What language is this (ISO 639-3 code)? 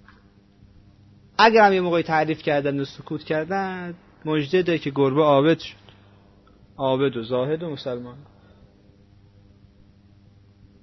fas